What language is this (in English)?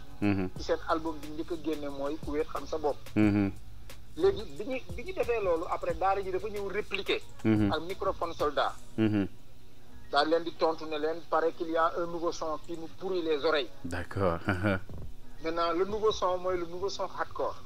Wolof